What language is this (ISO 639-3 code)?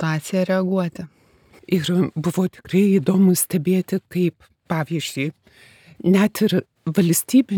lit